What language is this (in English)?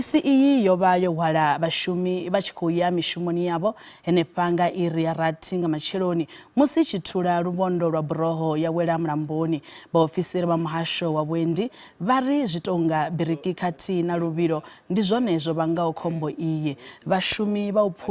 Venda